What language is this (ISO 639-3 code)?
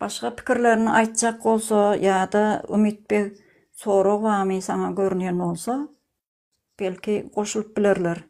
tuk